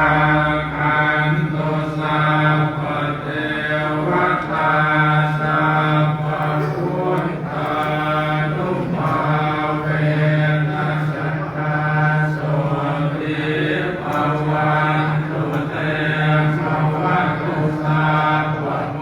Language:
Pali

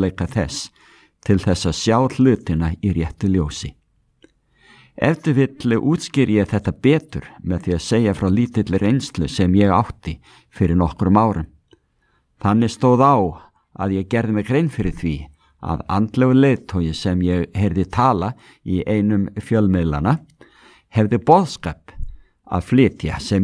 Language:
Icelandic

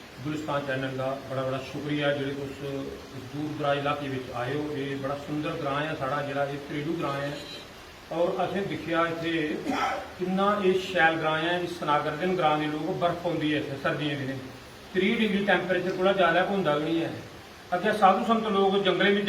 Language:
Dogri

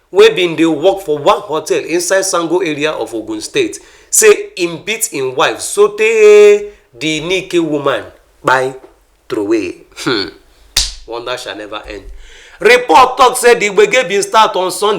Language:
Nigerian Pidgin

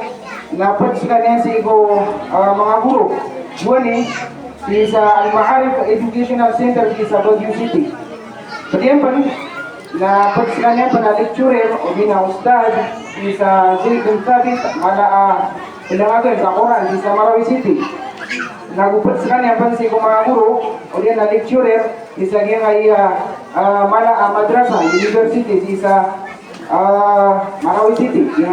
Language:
Maranao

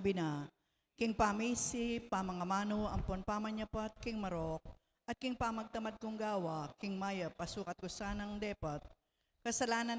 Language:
Pampanga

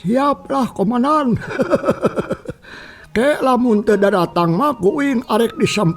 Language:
Sundanese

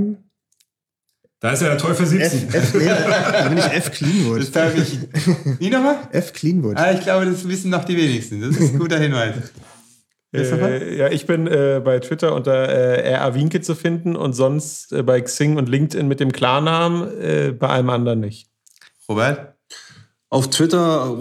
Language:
German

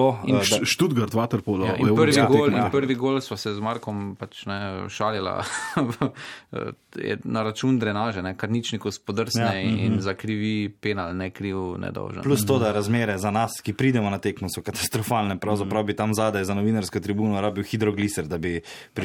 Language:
Slovenian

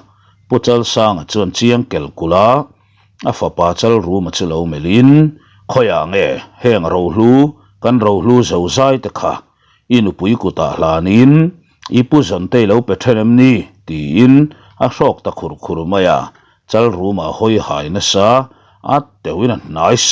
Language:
Mizo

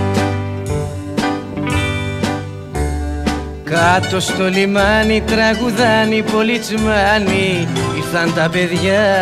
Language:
Greek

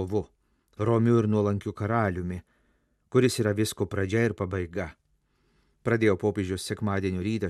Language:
Lithuanian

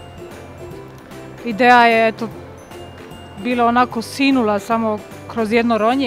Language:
Bosnian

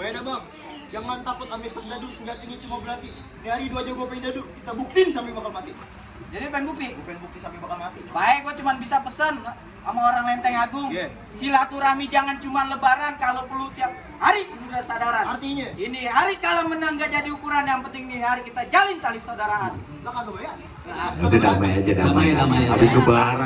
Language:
Betawi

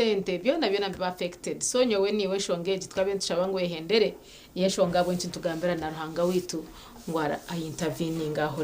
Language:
Nyankole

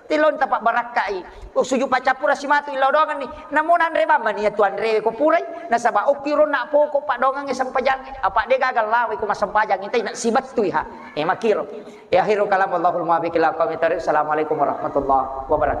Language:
Buginese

